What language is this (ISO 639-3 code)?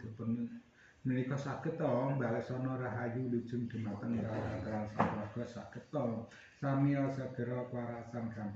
jav